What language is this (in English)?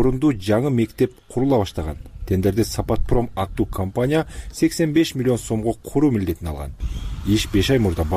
Kyrgyz